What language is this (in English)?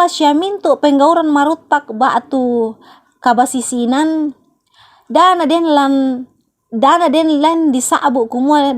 Toraja-Sa'dan